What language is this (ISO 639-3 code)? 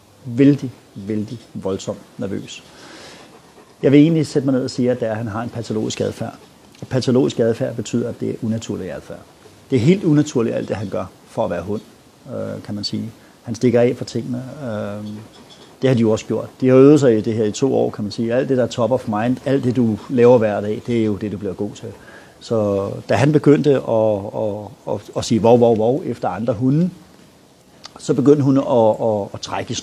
dan